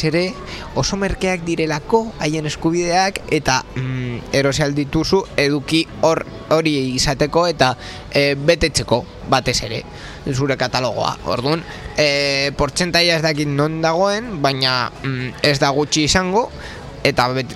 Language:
Basque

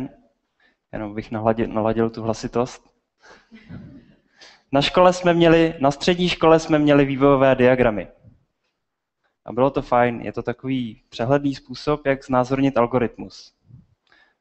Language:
Czech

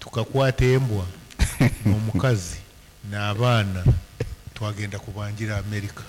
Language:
Nyankole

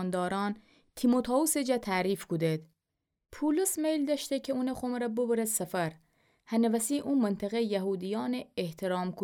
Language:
Gilaki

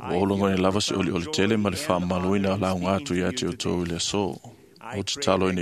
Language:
Samoan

